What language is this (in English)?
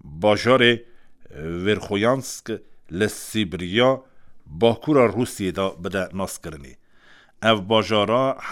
Kurdish